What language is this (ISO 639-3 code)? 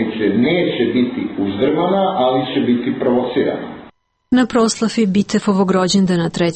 srp